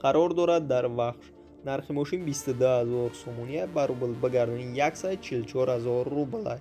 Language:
Tajik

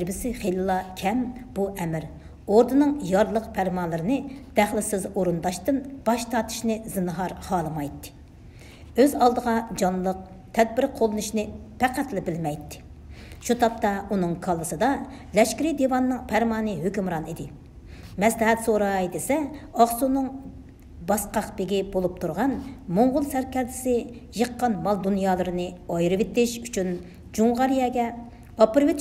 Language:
Uyghur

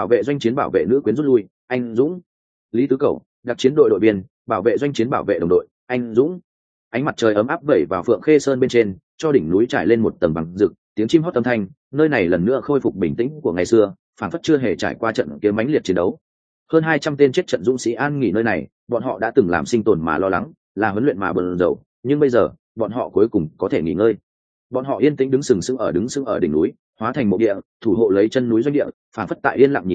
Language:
Vietnamese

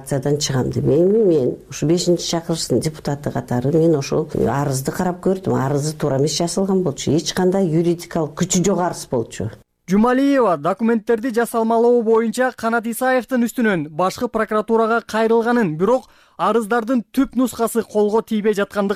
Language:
Kyrgyz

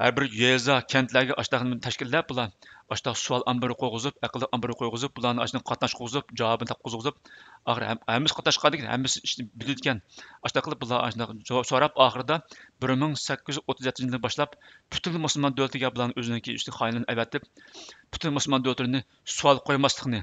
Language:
Uyghur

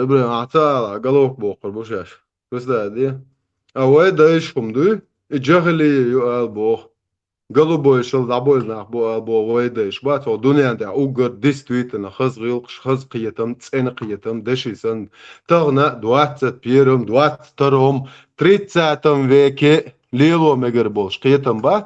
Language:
Chechen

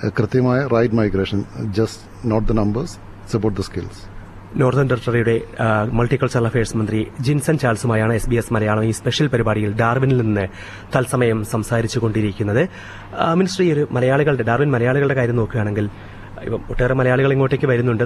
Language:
Malayalam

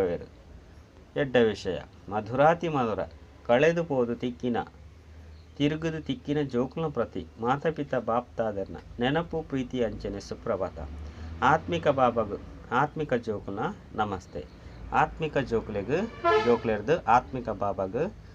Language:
Tulu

